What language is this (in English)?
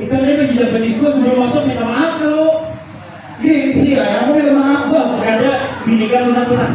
Banjar